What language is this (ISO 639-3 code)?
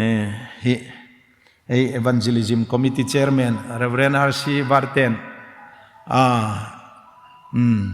hmr